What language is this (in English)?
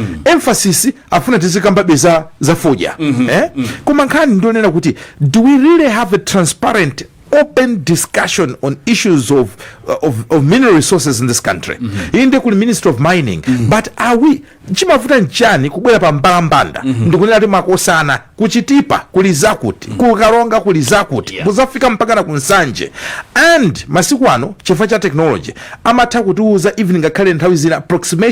Nyanja